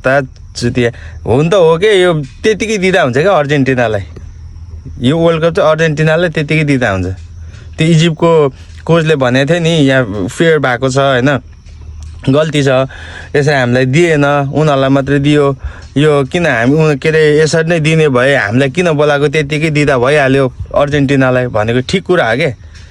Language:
Nepali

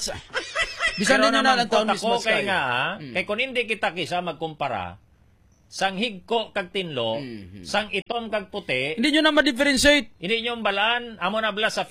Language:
Hiligaynon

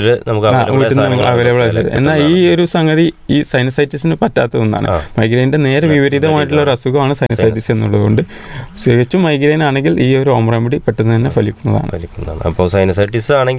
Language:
Malayalam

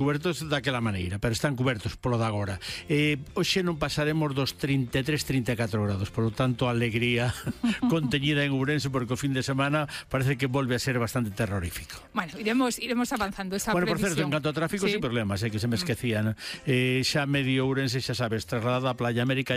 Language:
Galician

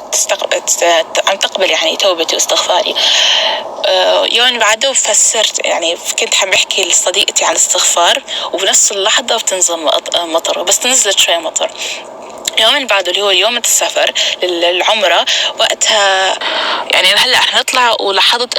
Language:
North Levantine Arabic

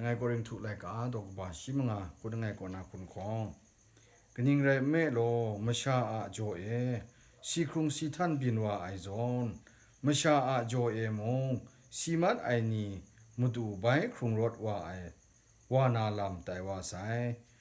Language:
Kachin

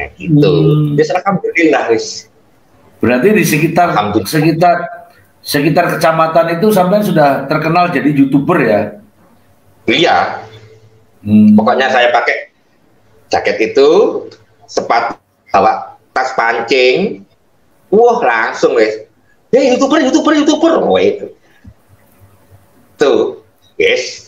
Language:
Indonesian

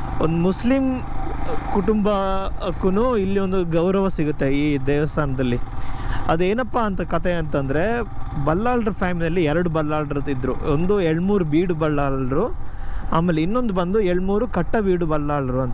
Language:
Kannada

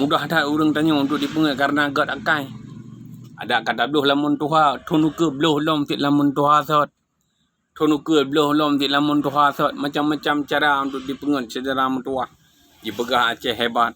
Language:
Achinese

